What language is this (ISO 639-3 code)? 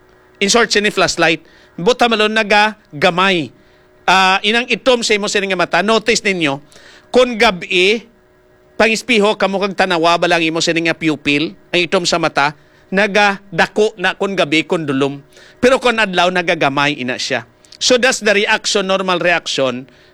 hil